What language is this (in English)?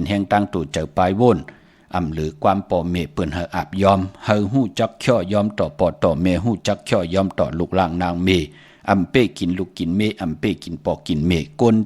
Shan